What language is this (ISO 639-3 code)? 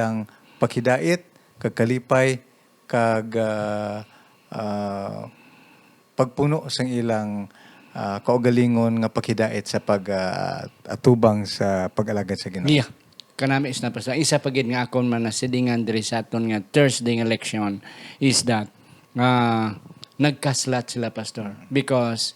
hil